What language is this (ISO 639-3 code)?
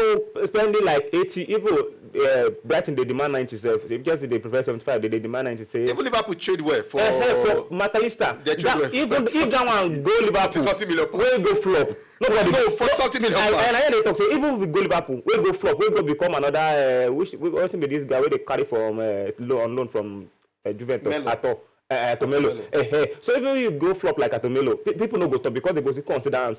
pcm